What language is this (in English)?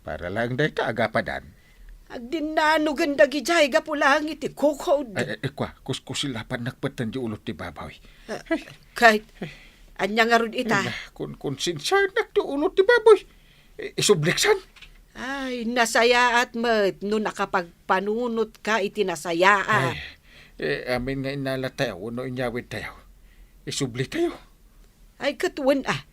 Iloko